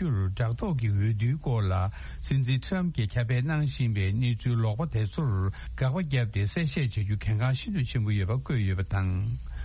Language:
Tibetan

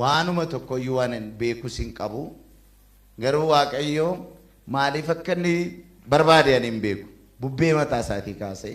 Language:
Oromo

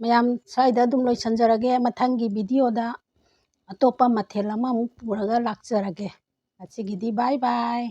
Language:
Manipuri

